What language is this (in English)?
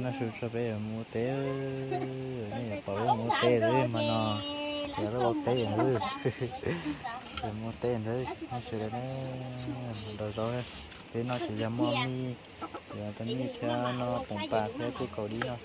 Vietnamese